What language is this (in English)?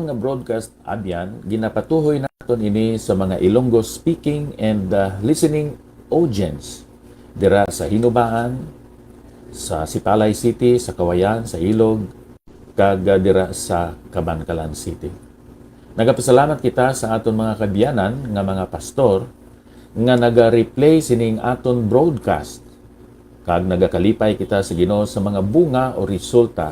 Hiligaynon